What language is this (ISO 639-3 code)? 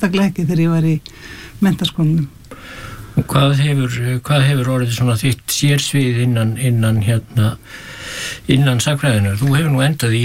isl